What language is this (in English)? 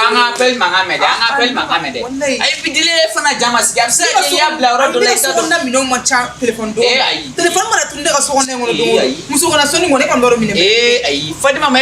Bambara